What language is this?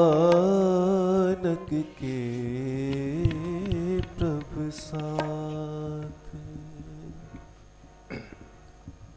Hindi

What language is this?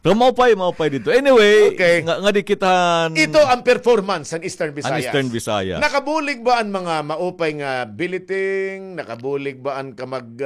Waray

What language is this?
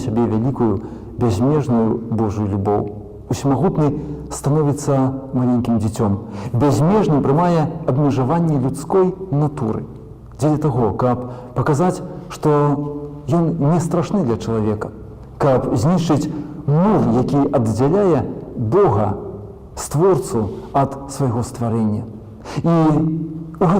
Belarusian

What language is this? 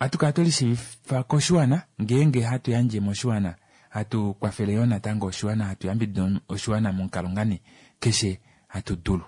Kuanyama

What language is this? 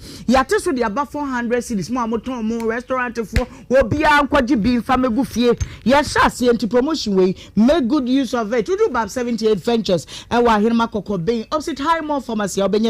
Akan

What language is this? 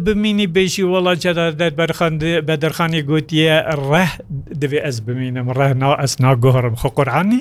Kurdish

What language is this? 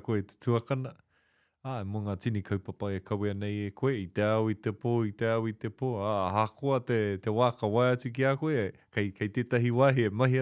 Māori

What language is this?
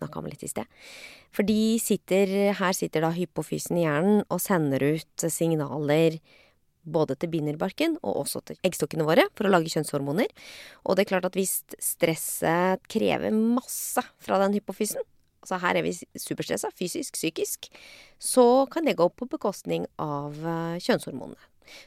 Norwegian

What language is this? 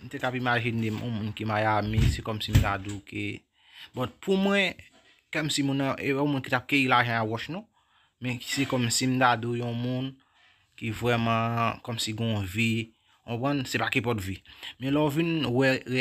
Haitian Creole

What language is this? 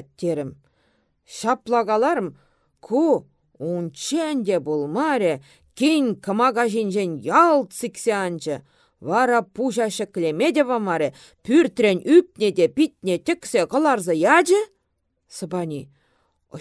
Chuvash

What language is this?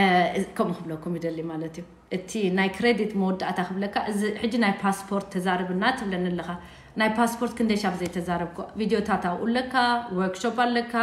Tigrinya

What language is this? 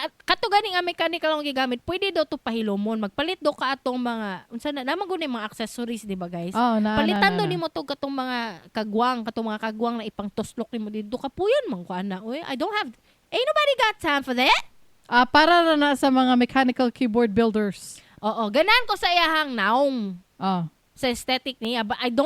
Cebuano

